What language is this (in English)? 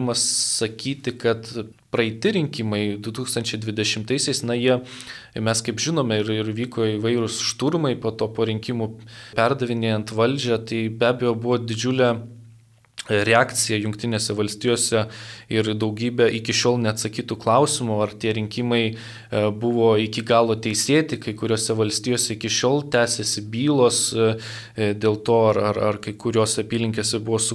Lithuanian